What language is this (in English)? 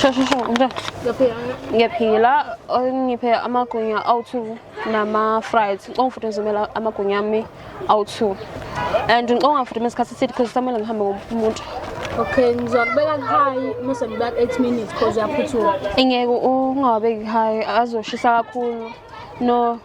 Zulu